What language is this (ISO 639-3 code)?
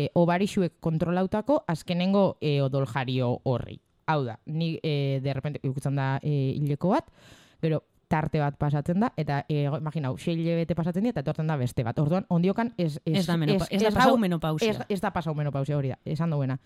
eus